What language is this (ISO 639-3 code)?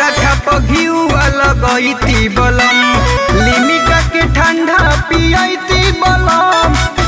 bho